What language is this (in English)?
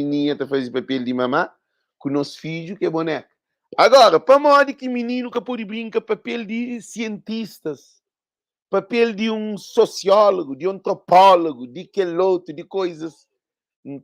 Kabuverdianu